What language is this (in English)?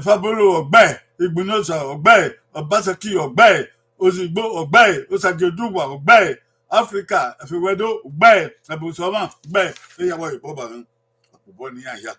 Bini